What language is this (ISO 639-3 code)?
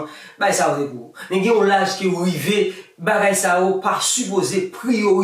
hat